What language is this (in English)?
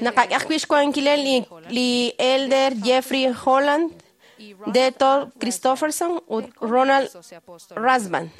Kekchí